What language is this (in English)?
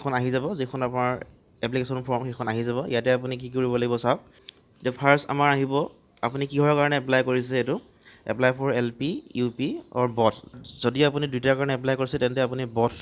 Assamese